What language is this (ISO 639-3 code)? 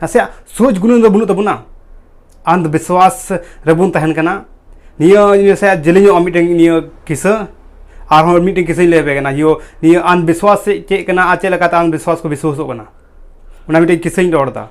sat